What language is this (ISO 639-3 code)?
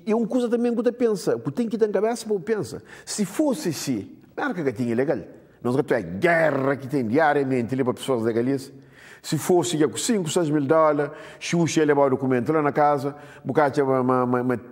kea